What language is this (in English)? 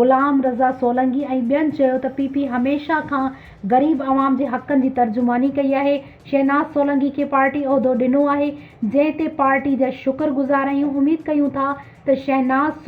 Sindhi